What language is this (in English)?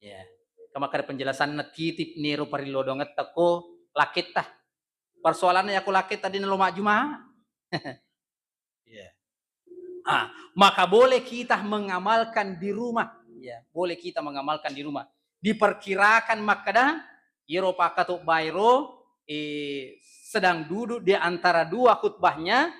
Buginese